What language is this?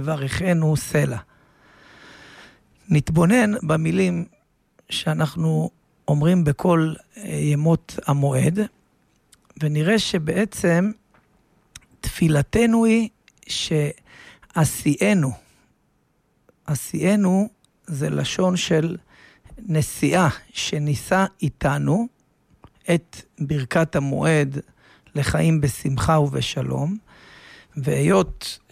Hebrew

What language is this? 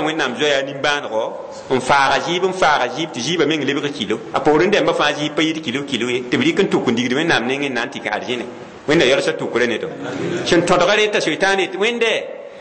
Mossi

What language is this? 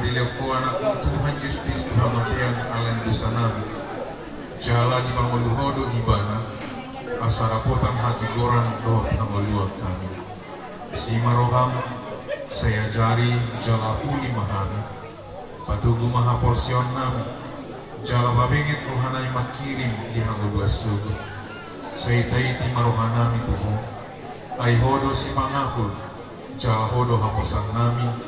Batak Toba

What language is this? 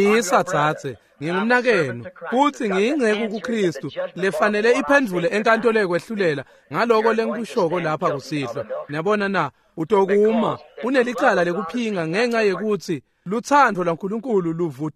Swati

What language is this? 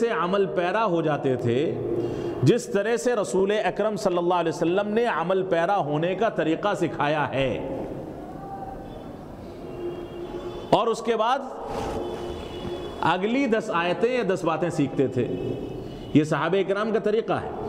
Urdu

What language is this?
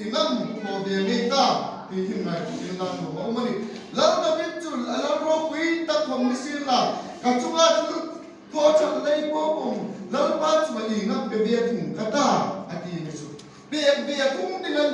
Hmar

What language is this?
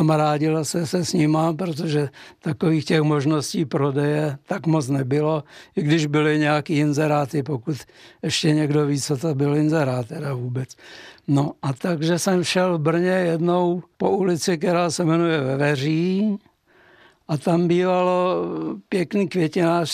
Czech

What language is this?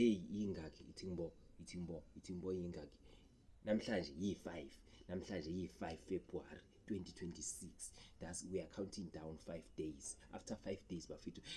Zulu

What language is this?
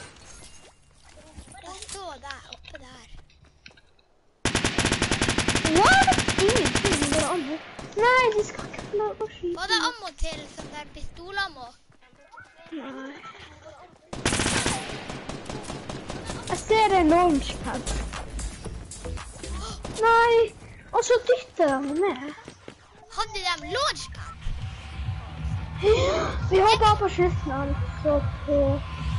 Norwegian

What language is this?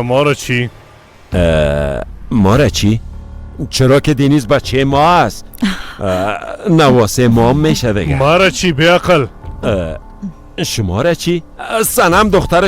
Persian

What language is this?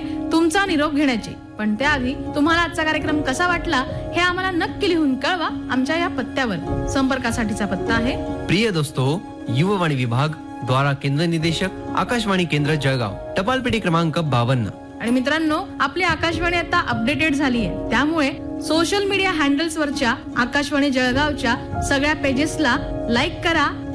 Marathi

